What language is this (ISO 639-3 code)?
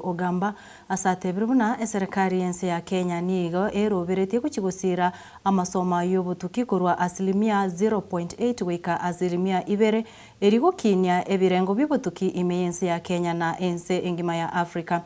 guz